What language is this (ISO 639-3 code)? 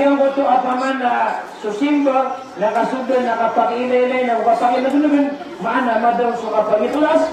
mrw